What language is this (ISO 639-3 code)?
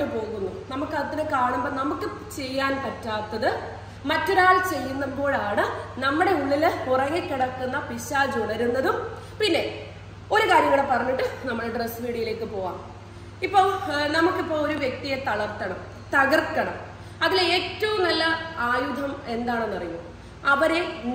mal